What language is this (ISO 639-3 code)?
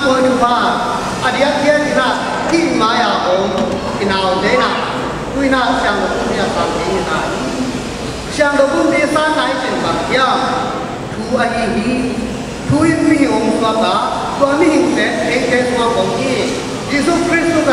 ctd